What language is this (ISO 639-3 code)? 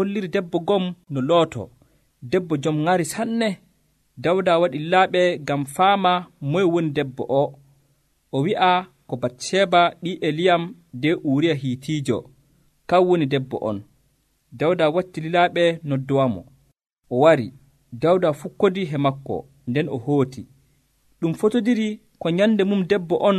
fuv